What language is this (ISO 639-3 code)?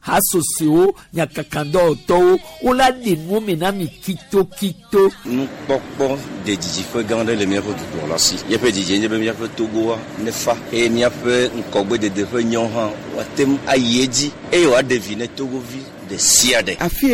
gej